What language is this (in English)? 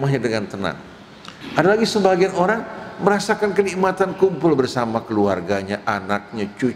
Indonesian